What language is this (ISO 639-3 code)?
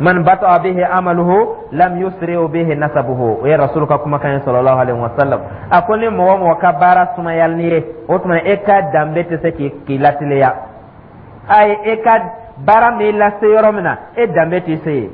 dyu